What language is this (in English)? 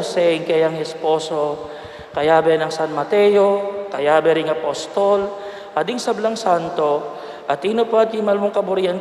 Pampanga